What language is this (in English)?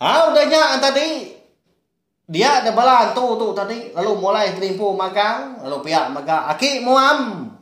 Iban